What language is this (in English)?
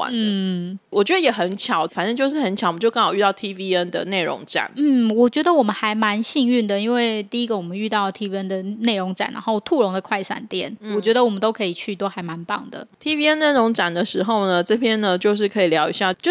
Chinese